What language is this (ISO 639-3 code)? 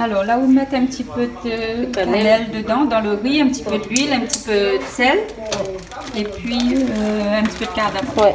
rcf